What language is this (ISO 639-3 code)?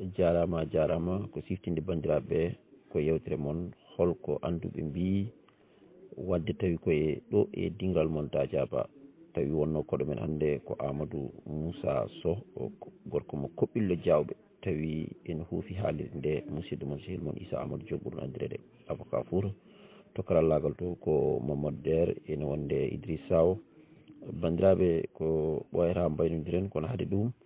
ful